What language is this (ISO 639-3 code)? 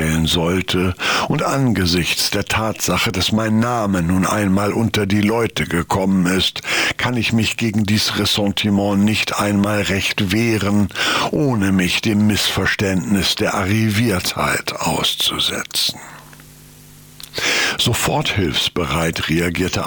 deu